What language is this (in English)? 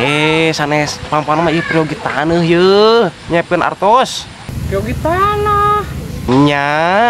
Sundanese